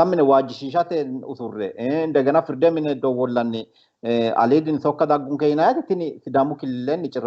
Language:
Sidamo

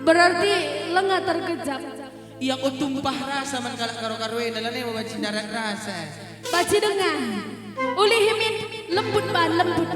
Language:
Batak Karo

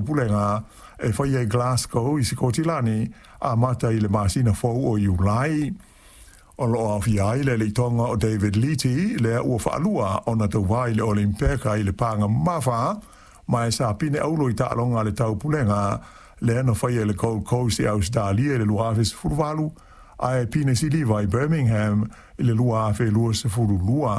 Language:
Samoan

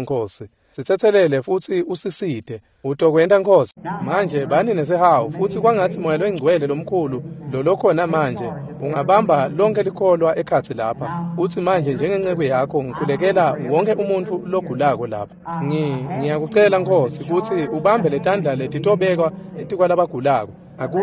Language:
Swati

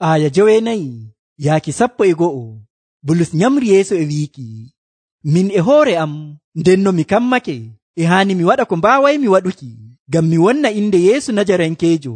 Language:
Nigerian Fulfulde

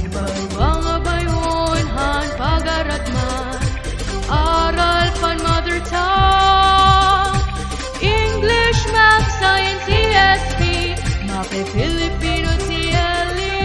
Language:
Waray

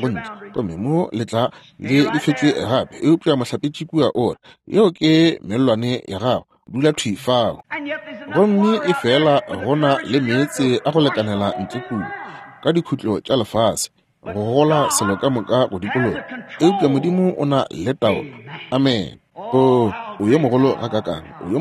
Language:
Northern Sotho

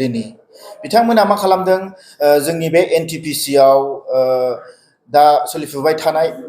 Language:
Bodo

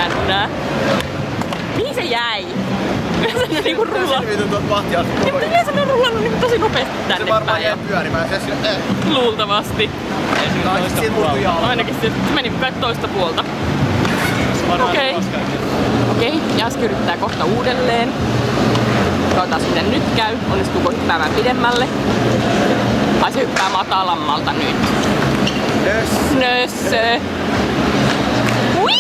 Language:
Finnish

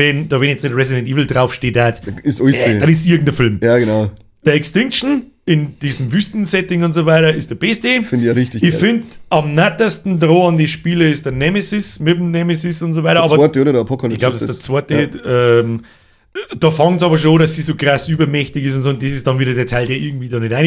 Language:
Bavarian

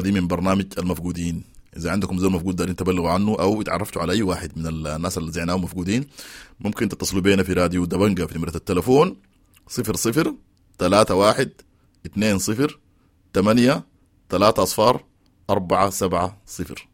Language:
Sudanese Arabic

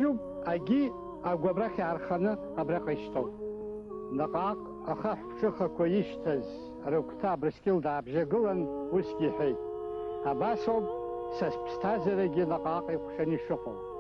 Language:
Abkhazian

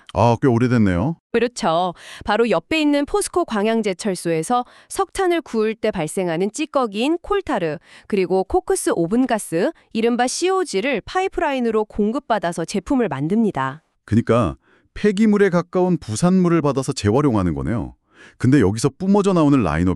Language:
Korean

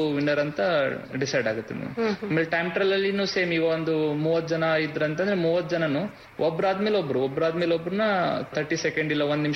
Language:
Kannada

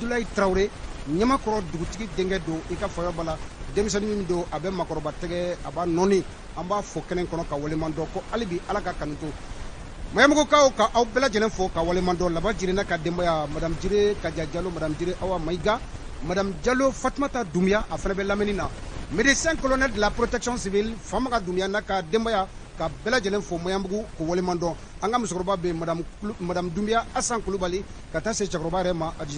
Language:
Bambara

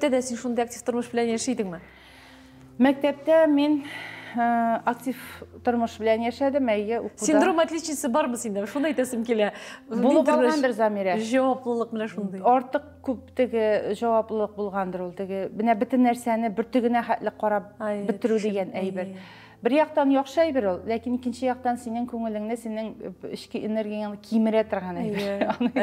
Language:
Tatar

